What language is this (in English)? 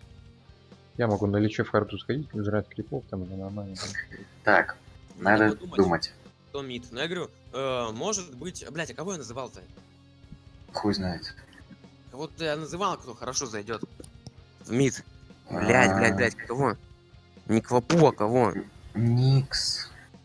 Russian